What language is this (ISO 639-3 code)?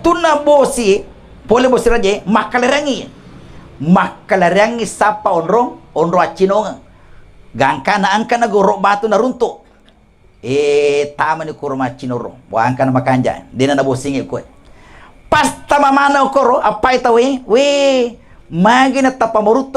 bug